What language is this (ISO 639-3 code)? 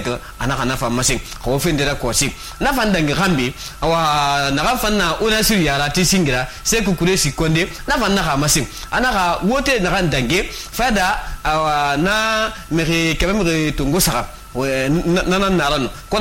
sus